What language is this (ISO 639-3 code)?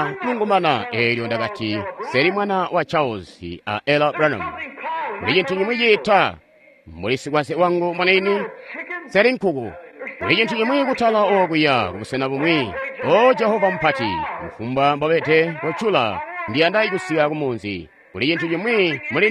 toi